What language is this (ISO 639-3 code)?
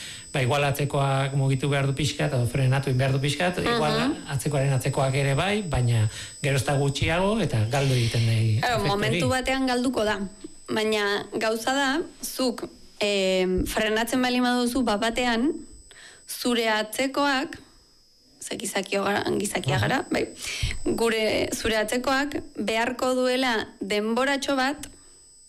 eus